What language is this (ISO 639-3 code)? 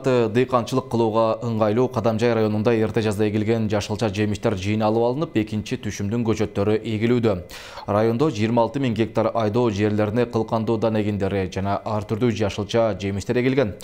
kir